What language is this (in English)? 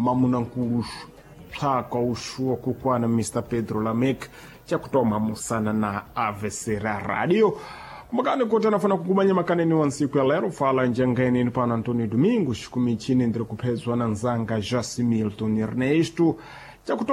Sena